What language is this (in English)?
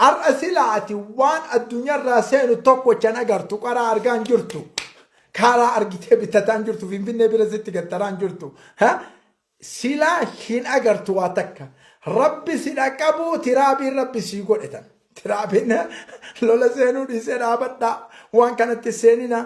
Oromo